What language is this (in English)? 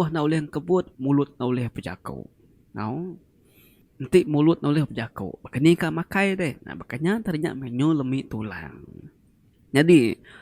Iban